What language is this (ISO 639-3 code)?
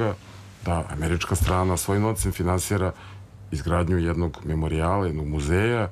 srp